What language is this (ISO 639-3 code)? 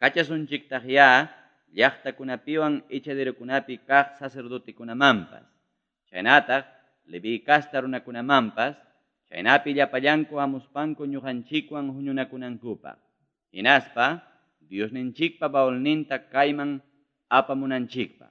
quy